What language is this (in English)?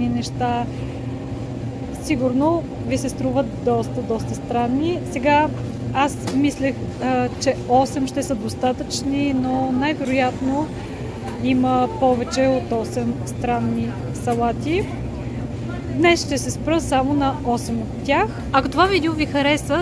Bulgarian